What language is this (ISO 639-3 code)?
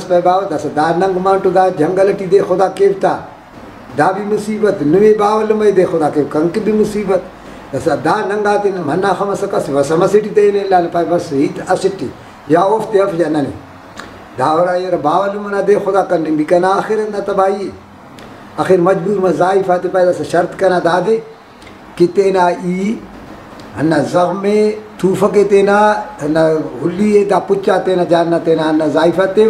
brh